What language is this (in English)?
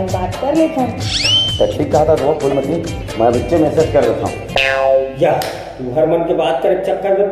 Chhattisgarhi